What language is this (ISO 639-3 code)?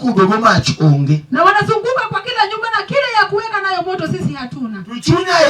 luo